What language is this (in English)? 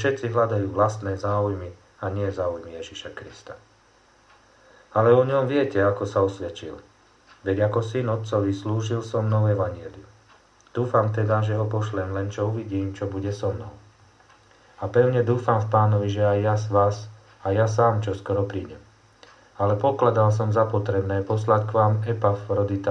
Slovak